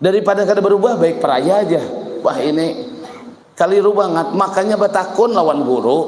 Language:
Banjar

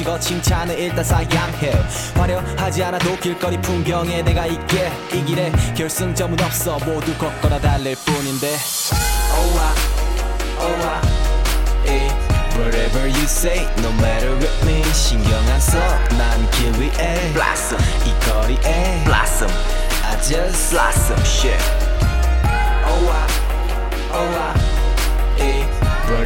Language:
Korean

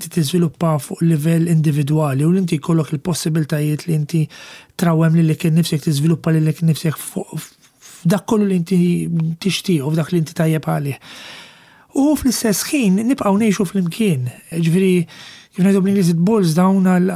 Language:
Maltese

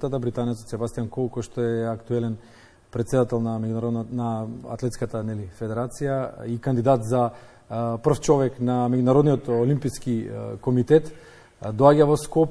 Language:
Macedonian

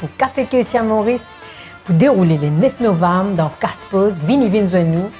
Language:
Morisyen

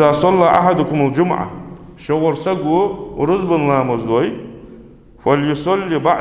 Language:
Ingush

